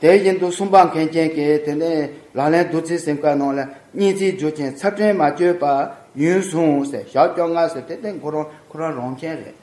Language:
Tibetan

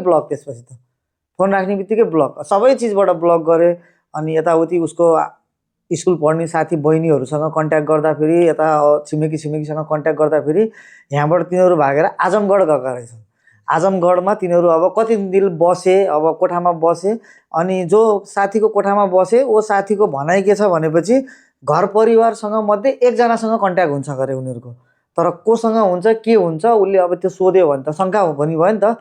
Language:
Nepali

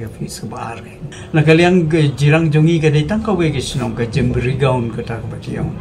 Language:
Khasi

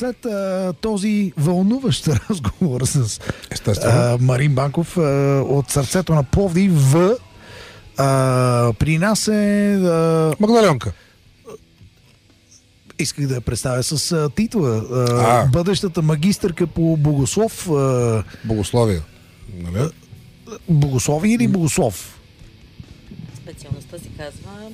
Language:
Bulgarian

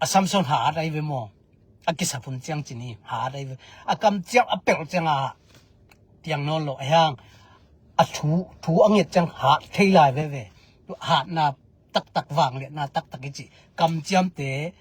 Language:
Tedim Chin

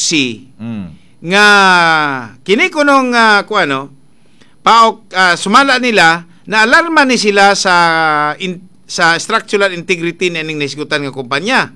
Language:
Cebuano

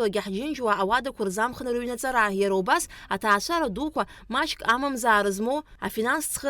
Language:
Abkhazian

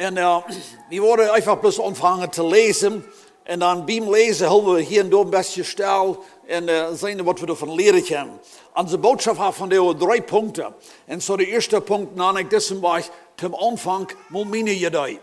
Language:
Plautdietsch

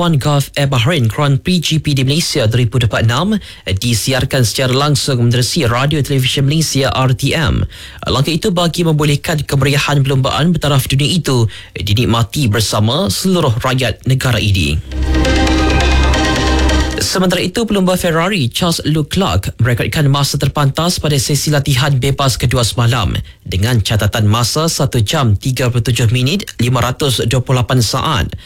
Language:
Malay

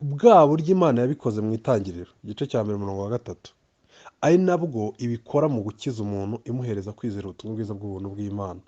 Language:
Kinyarwanda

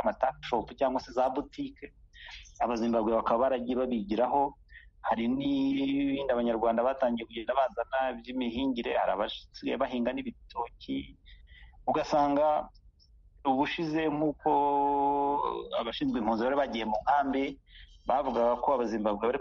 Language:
Kinyarwanda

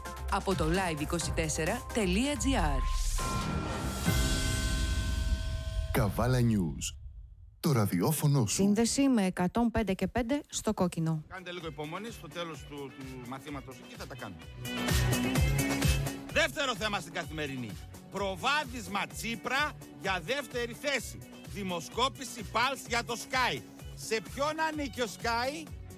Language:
Greek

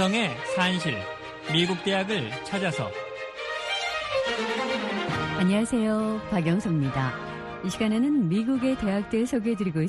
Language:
Korean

